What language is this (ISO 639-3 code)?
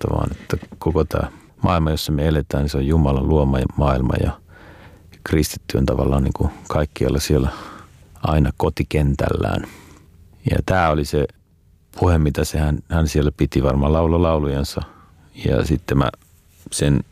fin